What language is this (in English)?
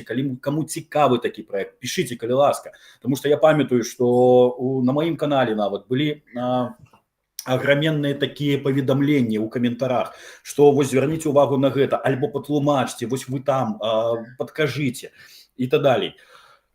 Belarusian